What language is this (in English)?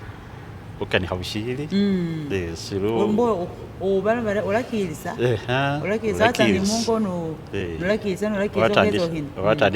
Masaaba